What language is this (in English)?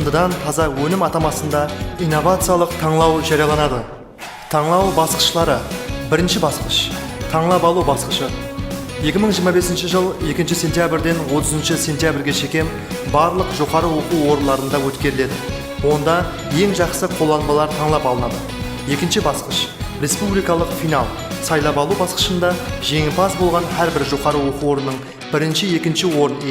Kara-Kalpak